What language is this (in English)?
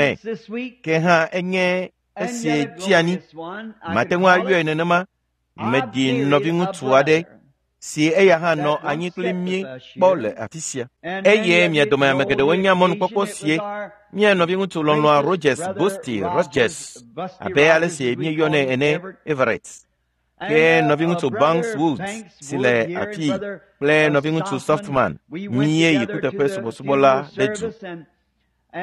Ewe